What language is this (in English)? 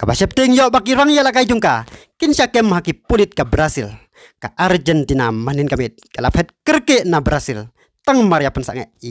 Khasi